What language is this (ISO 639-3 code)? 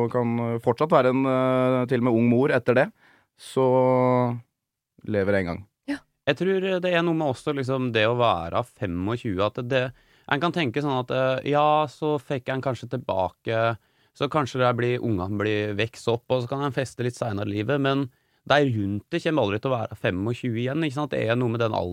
nor